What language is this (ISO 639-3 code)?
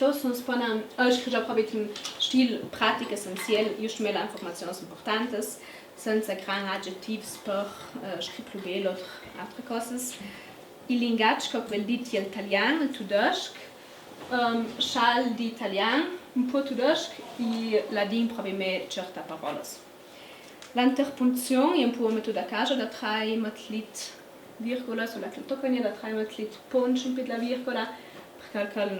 lld